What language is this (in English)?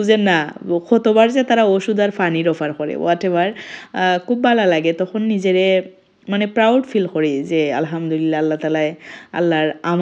Sylheti